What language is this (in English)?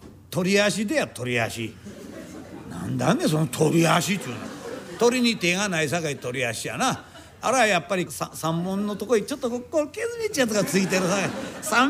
Japanese